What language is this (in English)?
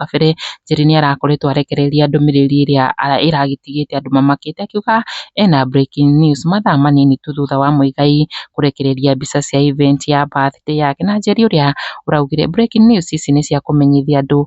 Kikuyu